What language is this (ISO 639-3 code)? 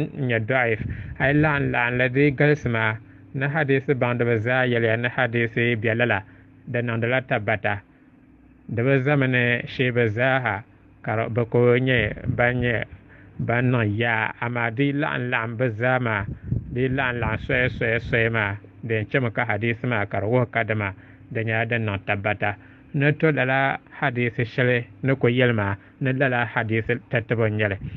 dag